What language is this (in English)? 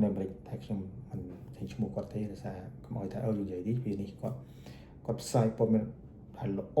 Khmer